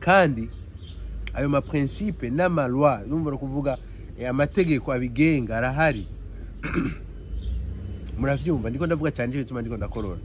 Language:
Rundi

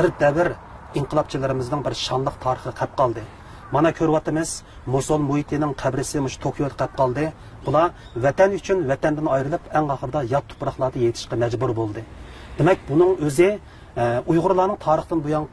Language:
Uyghur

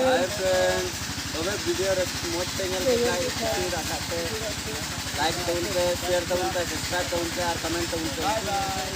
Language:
Santali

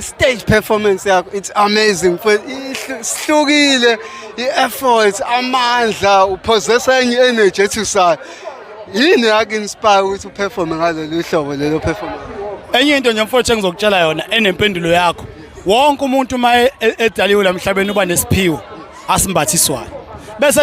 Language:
Zulu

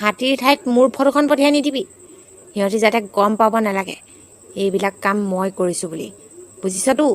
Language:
Assamese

